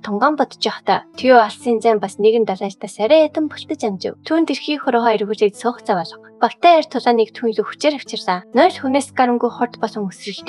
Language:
Mongolian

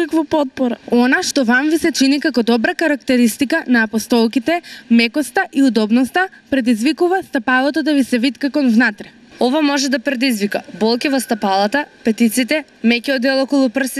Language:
Macedonian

